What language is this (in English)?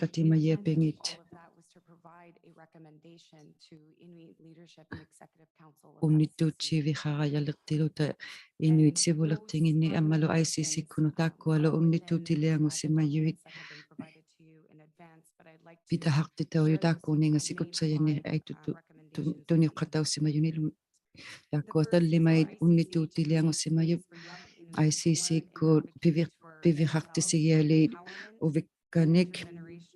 Inuktitut